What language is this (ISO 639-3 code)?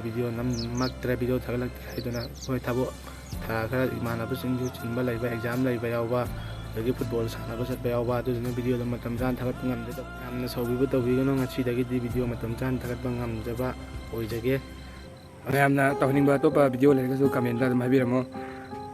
mni